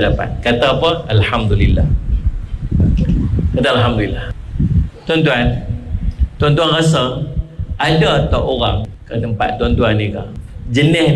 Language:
Malay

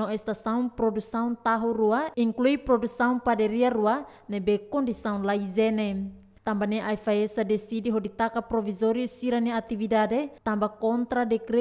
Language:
Tetum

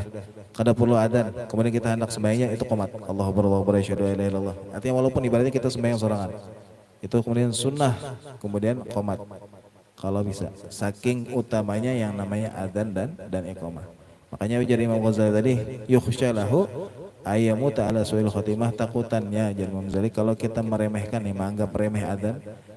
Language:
Banjar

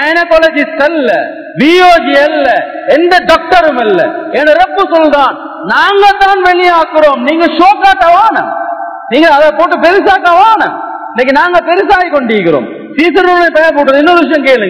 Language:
Tamil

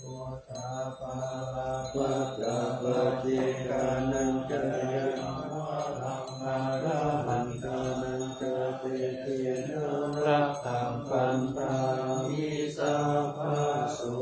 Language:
Pali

